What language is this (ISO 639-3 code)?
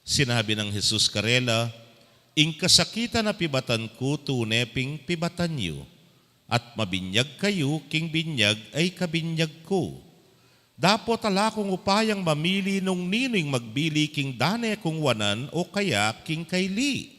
pam